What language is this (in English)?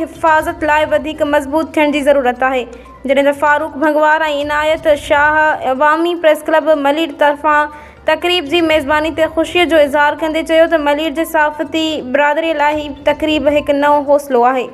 Sindhi